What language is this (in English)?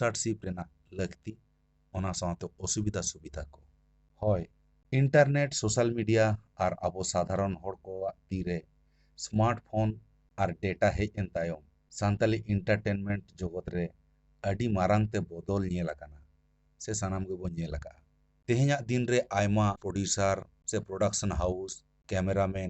Santali